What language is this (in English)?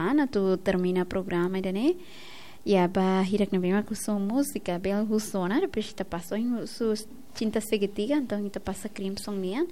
Tetum